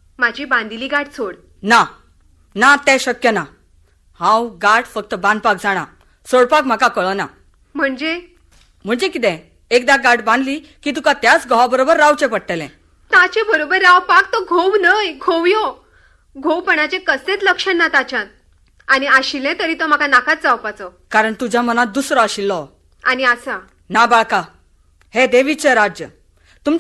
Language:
Konkani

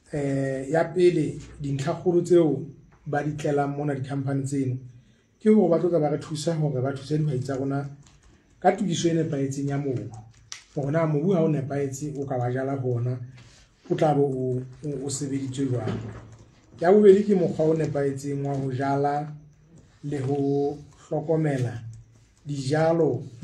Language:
Southern Sotho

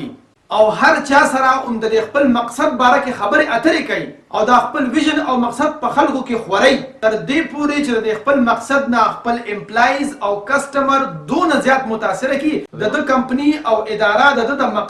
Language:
Pashto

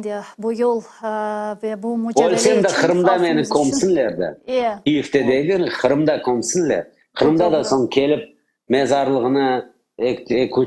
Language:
Crimean Tatar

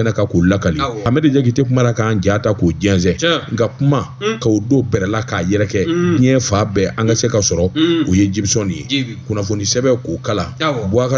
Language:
Bambara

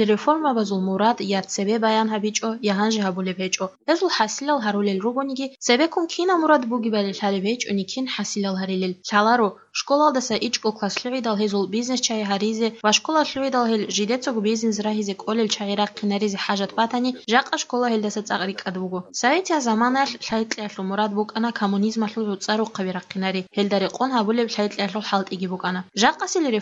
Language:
Avaric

